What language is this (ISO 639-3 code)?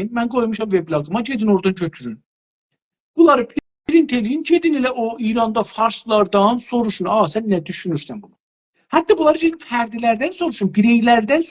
azb